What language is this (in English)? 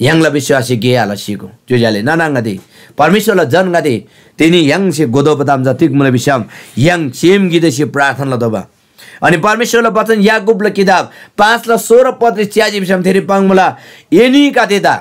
Eastern Tamang